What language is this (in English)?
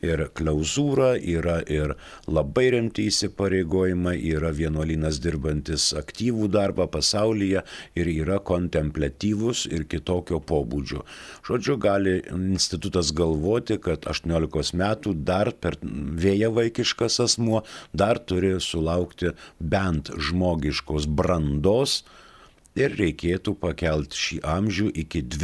Lithuanian